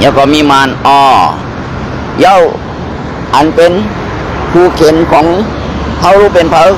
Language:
Shan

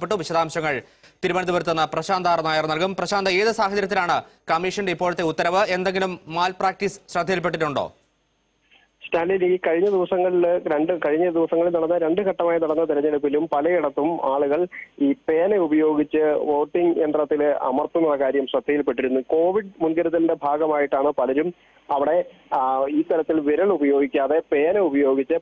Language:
Malayalam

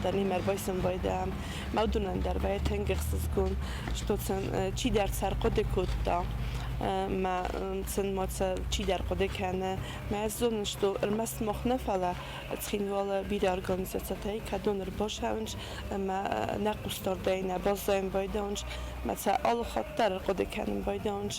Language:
Ossetic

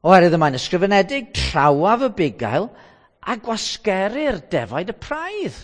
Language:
Welsh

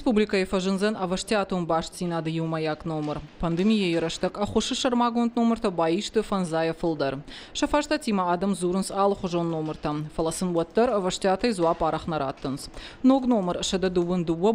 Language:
Ossetic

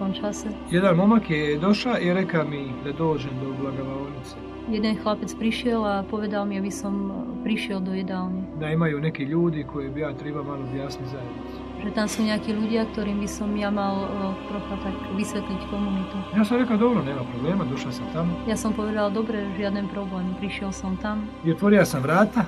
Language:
Croatian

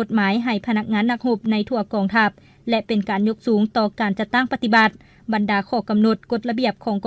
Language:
Lao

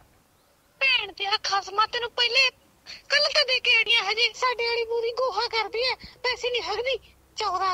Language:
Punjabi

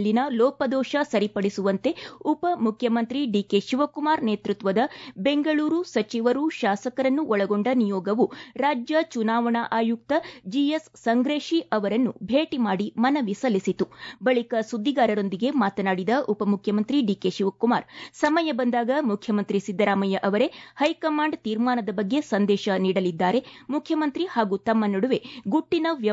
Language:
Kannada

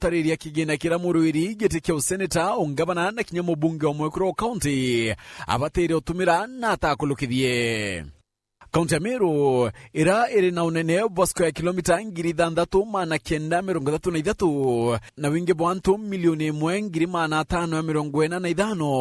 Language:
Meru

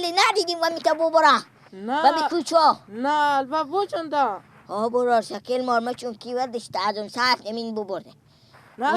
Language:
Persian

